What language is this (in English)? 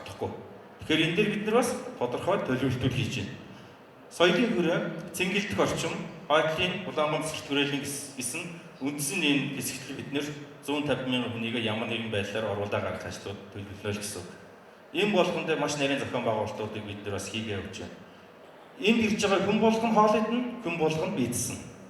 Mongolian